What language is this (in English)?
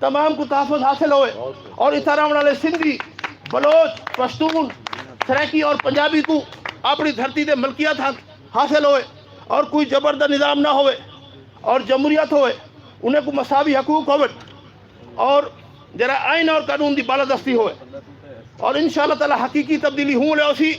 Saraiki